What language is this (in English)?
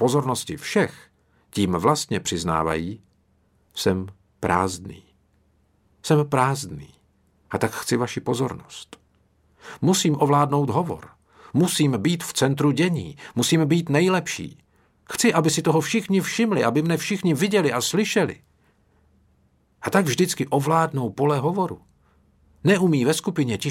Czech